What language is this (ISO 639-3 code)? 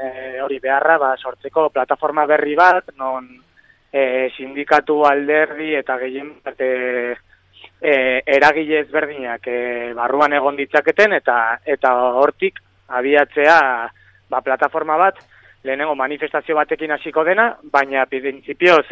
eus